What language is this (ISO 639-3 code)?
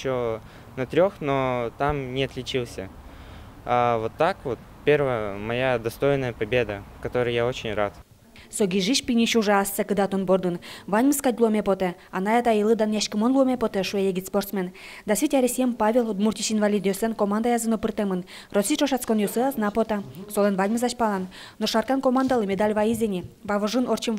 udm